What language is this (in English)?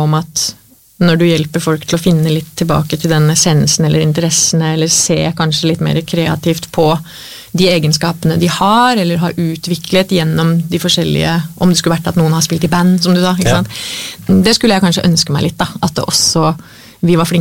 Norwegian